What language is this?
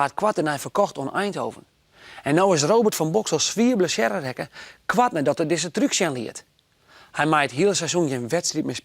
Western Frisian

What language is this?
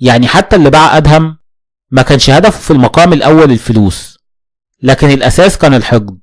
Egyptian Arabic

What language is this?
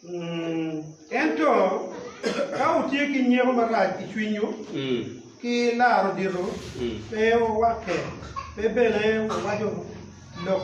Acoli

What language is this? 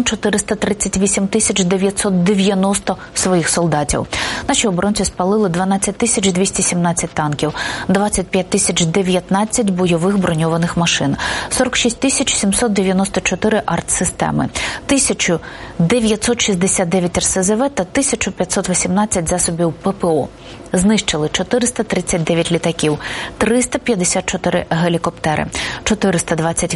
Ukrainian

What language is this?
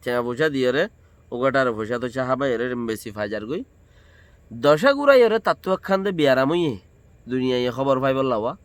Rohingya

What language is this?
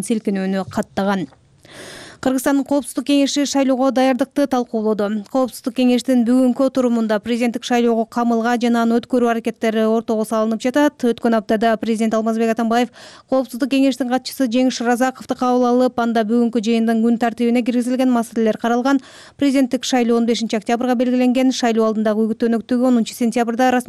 Kyrgyz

